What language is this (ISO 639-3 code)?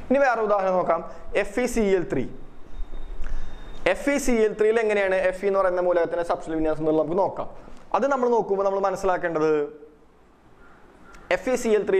mal